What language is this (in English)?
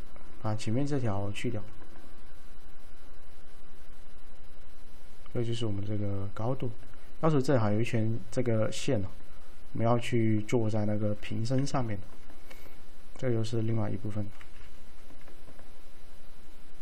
Chinese